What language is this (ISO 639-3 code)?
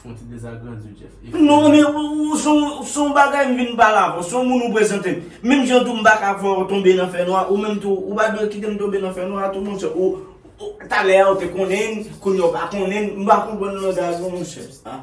hat